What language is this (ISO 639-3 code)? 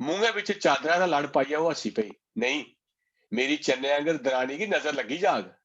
doi